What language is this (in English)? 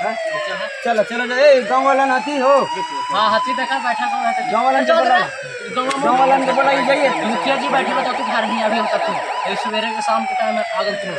Magahi